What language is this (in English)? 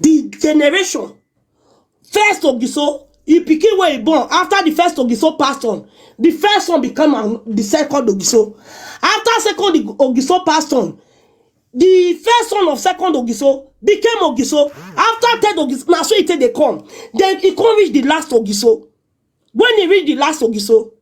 Nigerian Pidgin